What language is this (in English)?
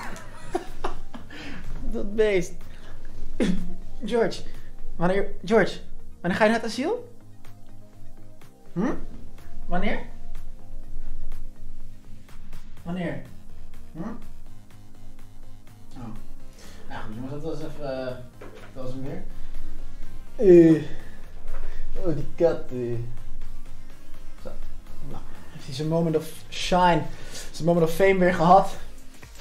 Dutch